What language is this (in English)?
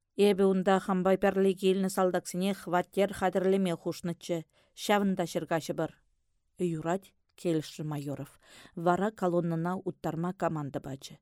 Chuvash